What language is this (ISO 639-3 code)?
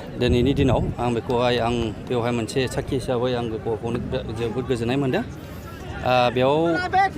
brx